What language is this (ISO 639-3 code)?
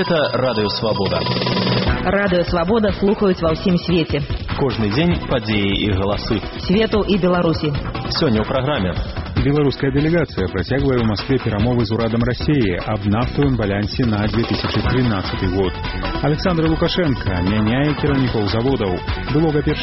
bel